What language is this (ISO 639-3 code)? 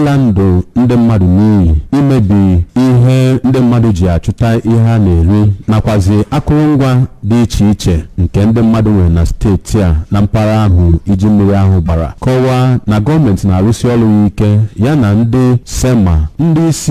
ibo